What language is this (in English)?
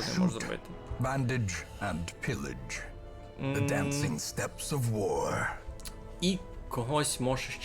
Rusyn